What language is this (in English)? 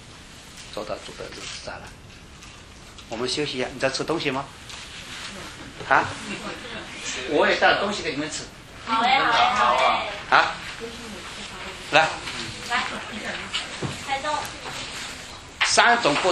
Chinese